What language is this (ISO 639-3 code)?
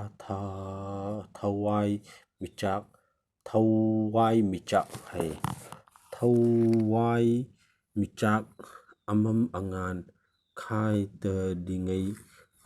mni